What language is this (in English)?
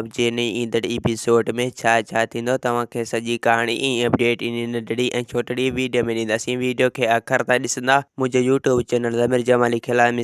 Sindhi